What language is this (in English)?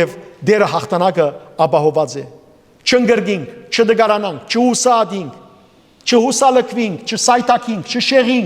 Western Armenian